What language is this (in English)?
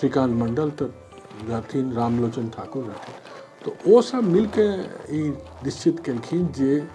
Maithili